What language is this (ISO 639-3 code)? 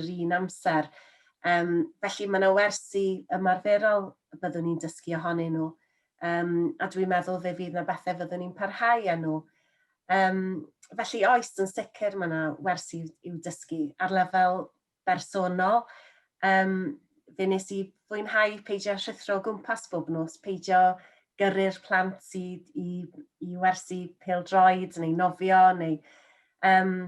cym